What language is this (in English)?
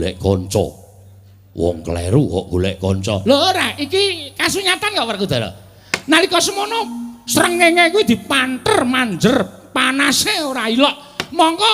Javanese